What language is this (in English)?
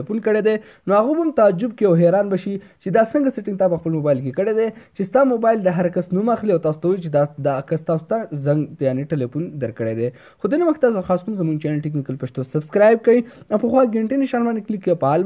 Pashto